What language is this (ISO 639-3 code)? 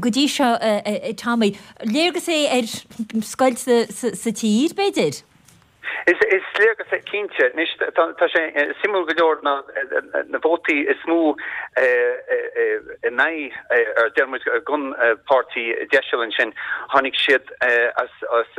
gle